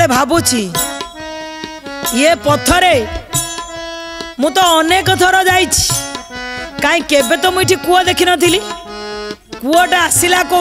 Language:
Odia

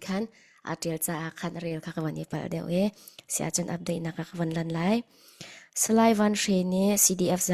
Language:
Falam Chin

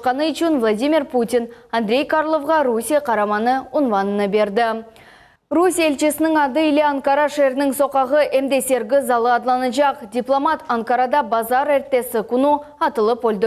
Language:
Crimean Tatar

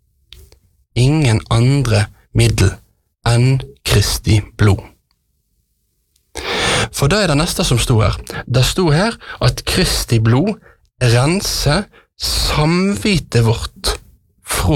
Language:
Norwegian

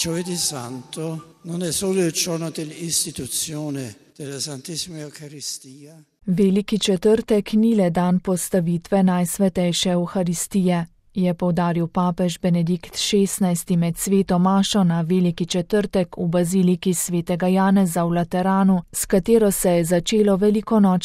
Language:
Slovenian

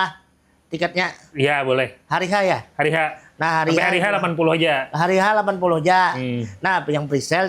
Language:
Banjar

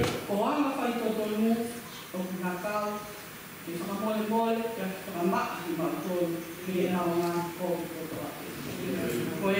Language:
Tongan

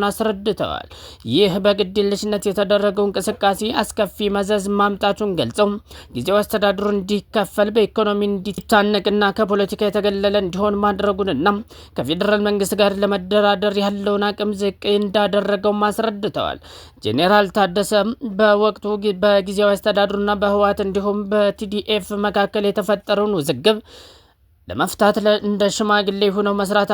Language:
Amharic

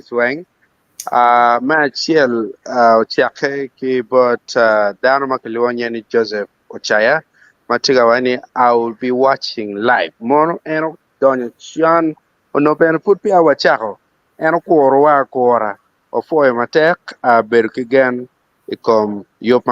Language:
Acoli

